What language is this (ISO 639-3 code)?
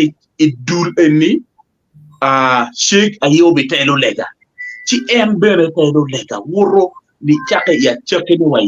ach